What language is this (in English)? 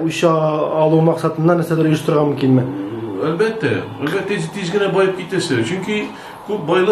Tatar